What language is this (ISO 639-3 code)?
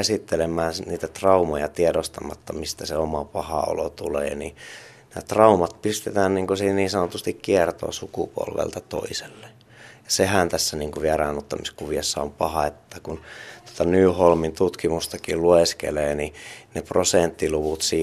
fin